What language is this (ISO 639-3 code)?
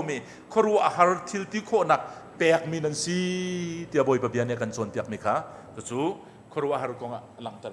cnh